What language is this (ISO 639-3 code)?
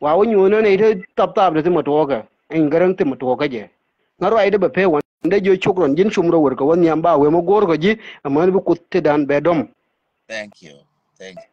nus